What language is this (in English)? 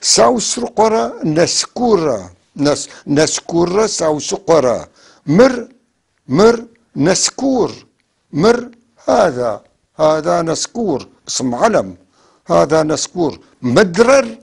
North Levantine Arabic